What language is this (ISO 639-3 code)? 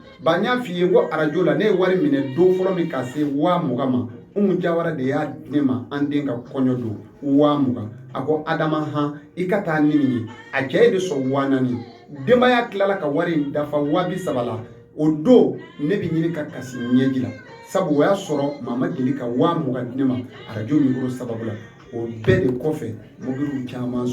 bam